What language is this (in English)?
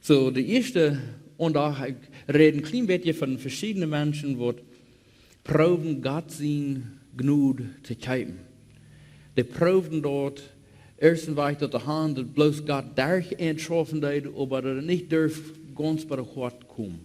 Plautdietsch